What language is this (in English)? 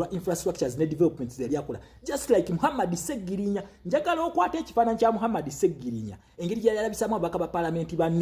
Ganda